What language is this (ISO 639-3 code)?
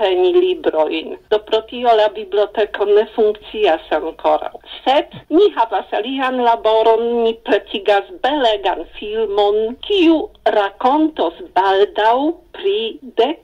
epo